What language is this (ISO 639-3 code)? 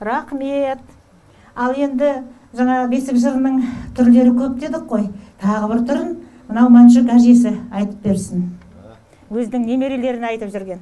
kaz